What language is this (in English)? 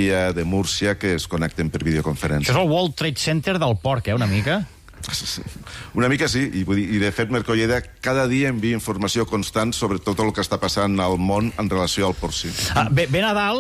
Catalan